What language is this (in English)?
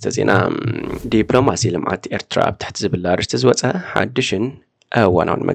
Tigrinya